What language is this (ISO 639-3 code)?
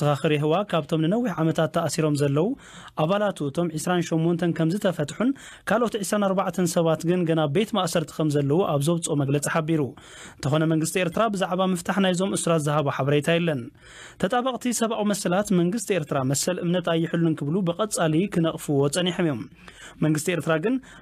tir